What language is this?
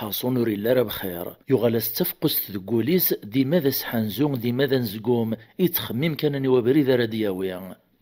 Kabyle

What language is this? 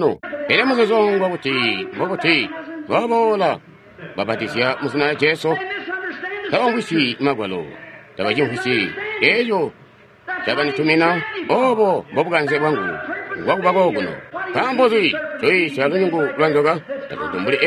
Tonga (Zambia)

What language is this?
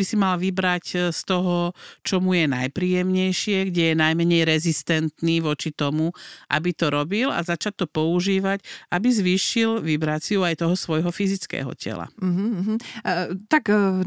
Slovak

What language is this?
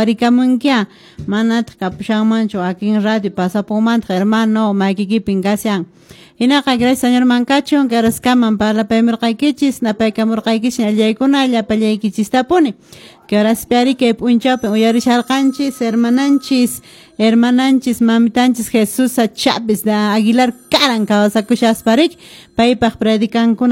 Quechua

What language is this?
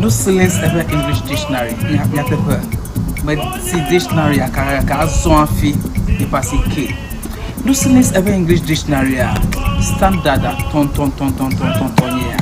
Ewe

